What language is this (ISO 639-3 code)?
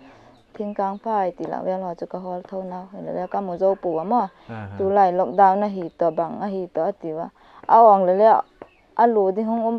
pck